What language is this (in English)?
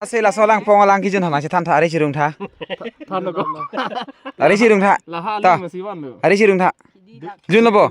Karbi